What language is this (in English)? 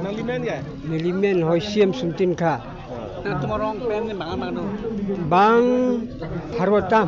Karbi